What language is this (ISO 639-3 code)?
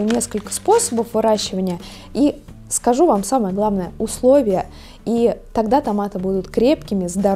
rus